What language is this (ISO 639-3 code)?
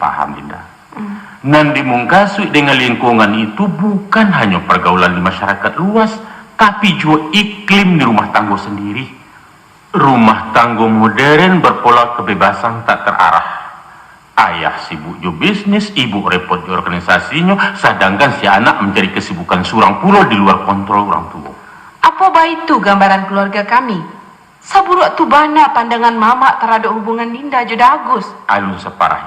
min